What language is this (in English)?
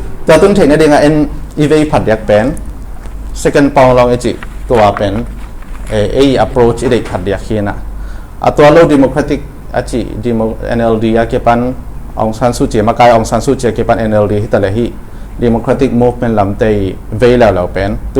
Tedim Chin